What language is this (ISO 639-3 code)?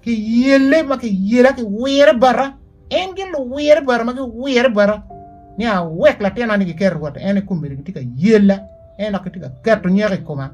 ach